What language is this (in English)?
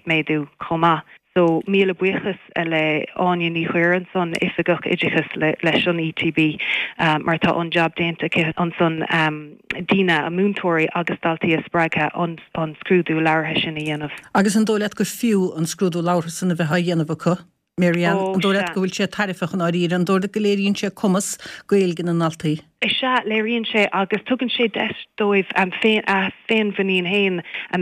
Irish